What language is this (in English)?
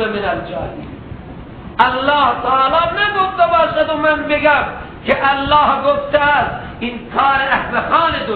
Persian